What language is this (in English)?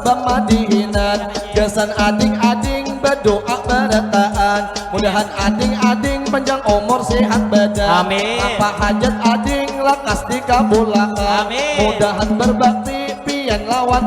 Banjar